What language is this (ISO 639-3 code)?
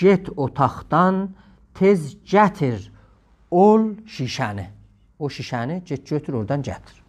azb